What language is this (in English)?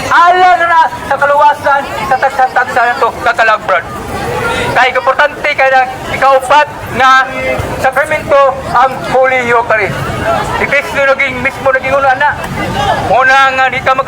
Cebuano